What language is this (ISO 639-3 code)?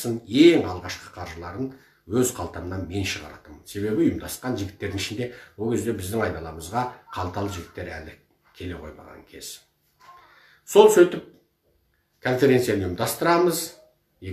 kaz